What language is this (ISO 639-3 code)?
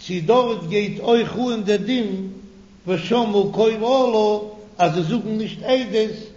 yid